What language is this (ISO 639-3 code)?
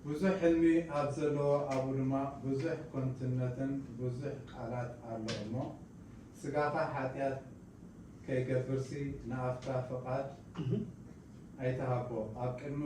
tir